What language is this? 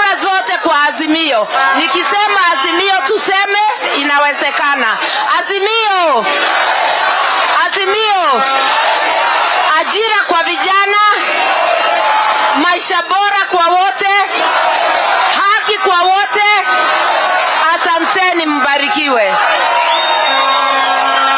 Swahili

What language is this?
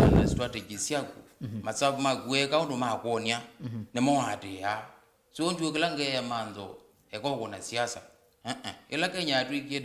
Kamba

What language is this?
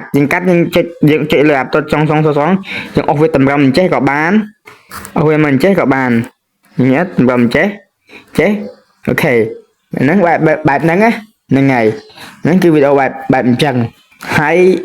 Khmer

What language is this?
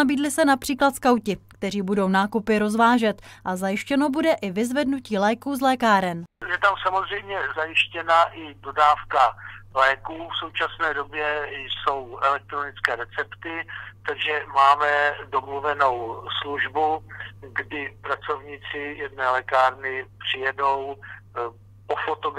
Czech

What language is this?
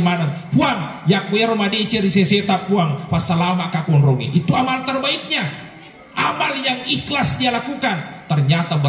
Buginese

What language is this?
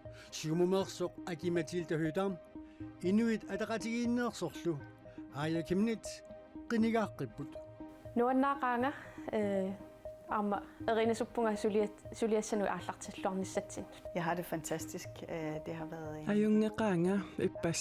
Kalaallisut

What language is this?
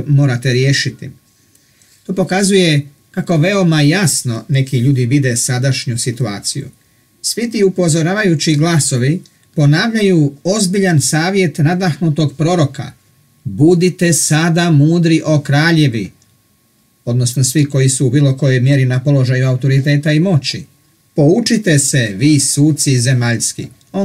Croatian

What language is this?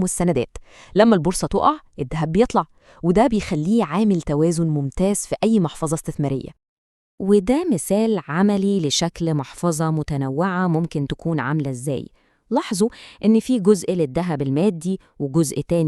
Egyptian Arabic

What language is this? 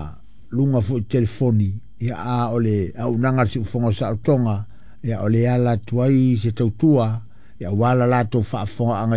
Samoan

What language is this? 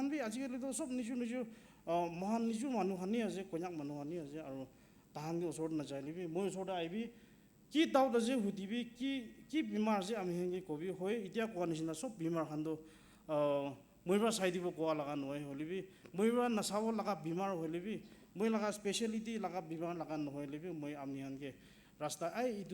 Naga Pidgin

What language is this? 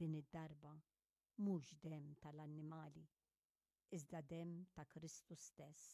Maltese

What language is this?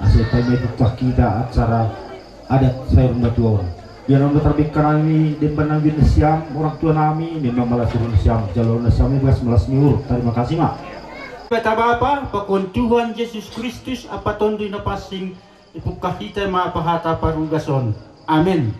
Batak Simalungun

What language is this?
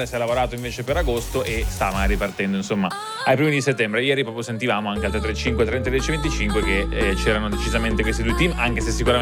Italian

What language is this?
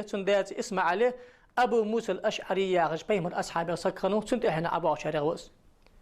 Ingush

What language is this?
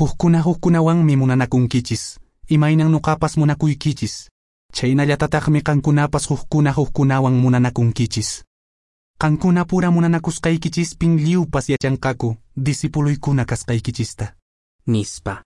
Quechua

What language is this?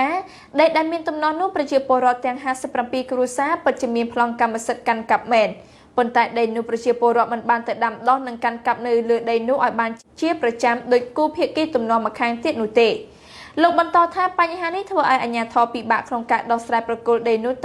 Khmer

